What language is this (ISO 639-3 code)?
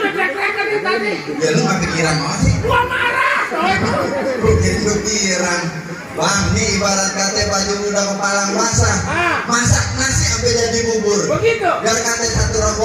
bew